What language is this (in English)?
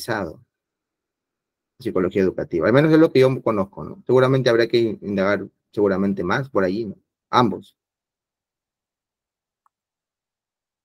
Spanish